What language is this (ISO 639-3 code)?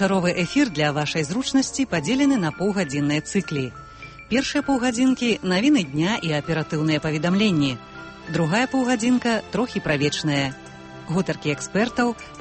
bel